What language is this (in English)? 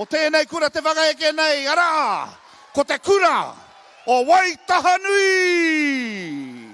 Māori